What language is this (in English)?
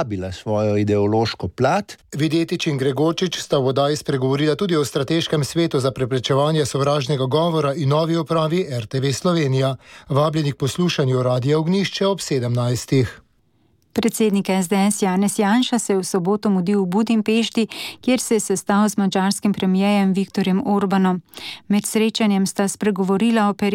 Slovenian